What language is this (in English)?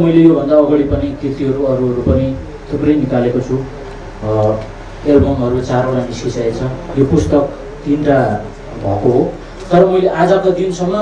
Nepali